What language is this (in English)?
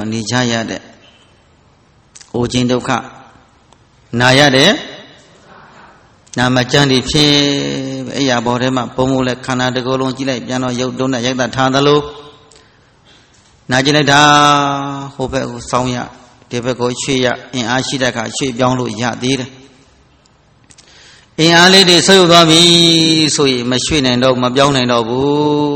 Burmese